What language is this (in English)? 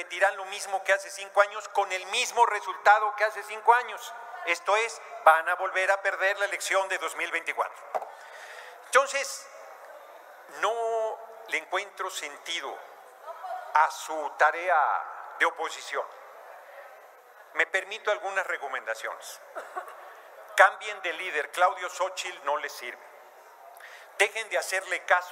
Spanish